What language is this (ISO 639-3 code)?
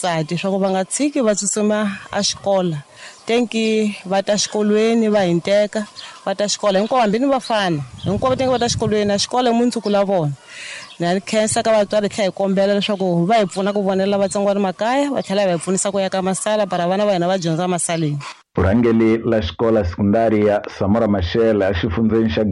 tso